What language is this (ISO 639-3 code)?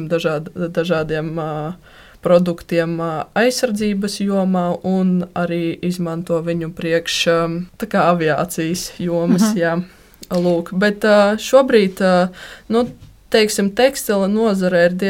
lav